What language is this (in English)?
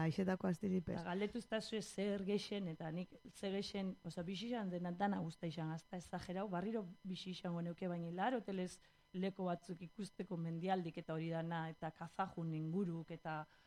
Basque